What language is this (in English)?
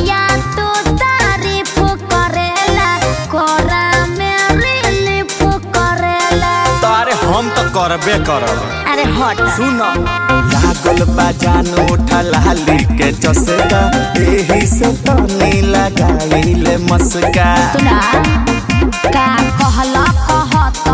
Bhojpuri